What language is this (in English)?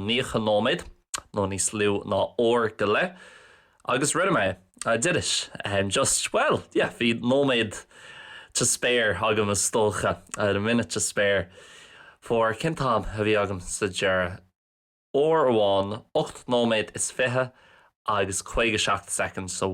Irish